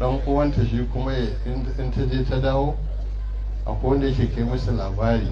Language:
Hausa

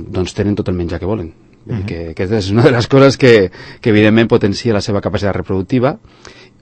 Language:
Catalan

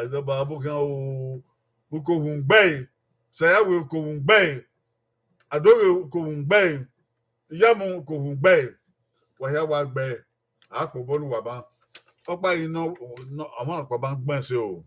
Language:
Bini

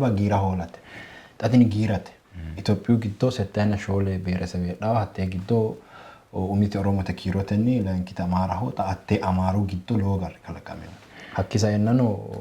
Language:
Sidamo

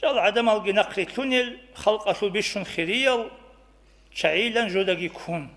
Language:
Avaric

